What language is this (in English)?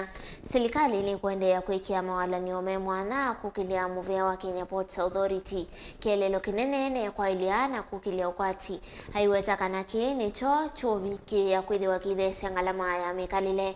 Kamba